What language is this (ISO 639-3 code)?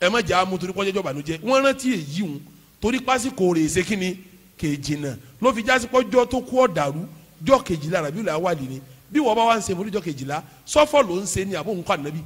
yor